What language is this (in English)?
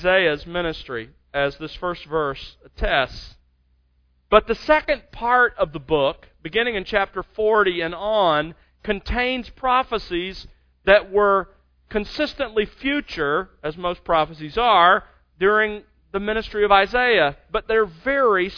English